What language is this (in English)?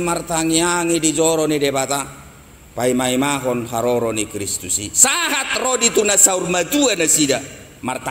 Batak Toba